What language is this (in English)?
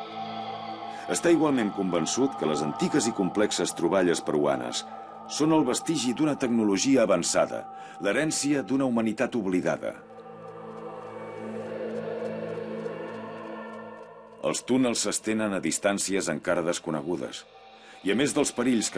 Catalan